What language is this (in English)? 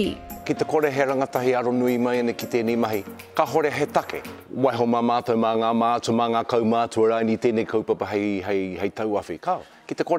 Māori